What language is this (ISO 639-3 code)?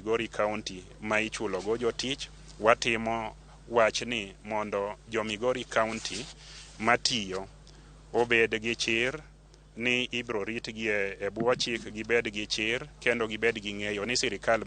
luo